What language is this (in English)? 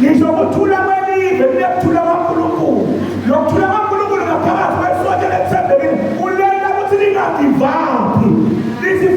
Zulu